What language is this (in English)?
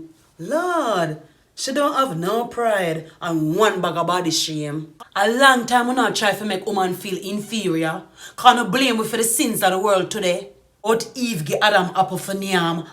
Jamaican Creole English